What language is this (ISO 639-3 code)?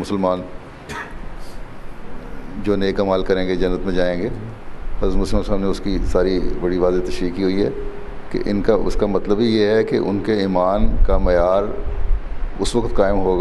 urd